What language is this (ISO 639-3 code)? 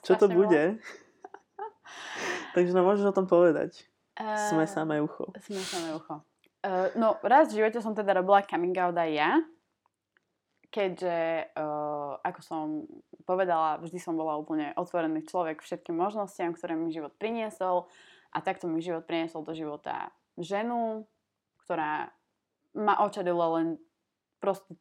slk